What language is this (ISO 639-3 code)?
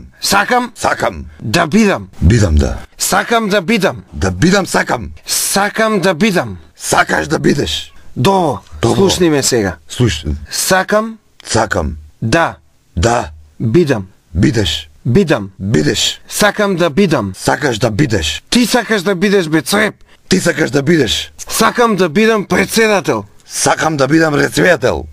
mkd